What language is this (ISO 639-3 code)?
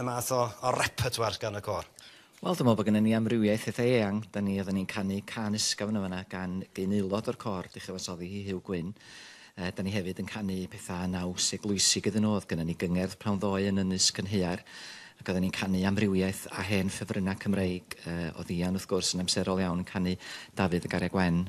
cym